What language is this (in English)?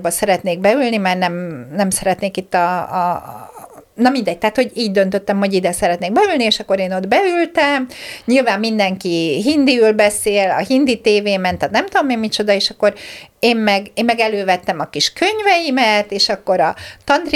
Hungarian